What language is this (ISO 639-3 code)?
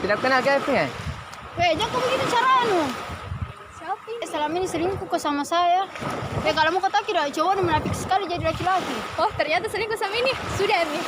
mfp